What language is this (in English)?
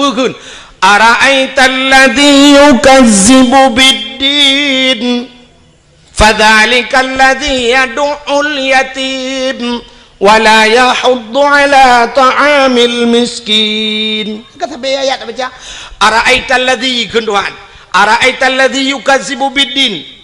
Achinese